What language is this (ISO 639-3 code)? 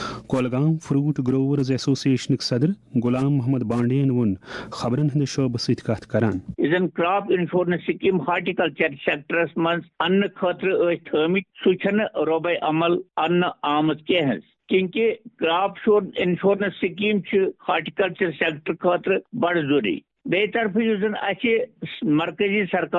kas